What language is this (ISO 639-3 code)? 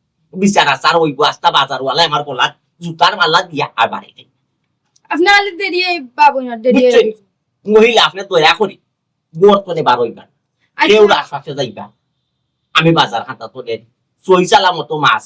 syl